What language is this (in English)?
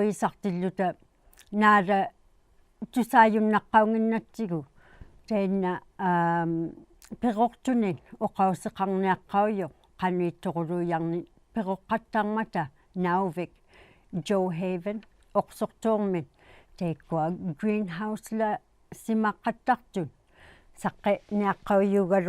Inuktitut